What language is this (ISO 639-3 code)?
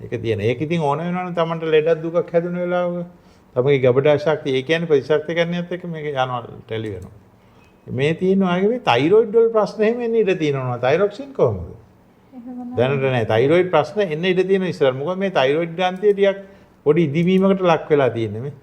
sin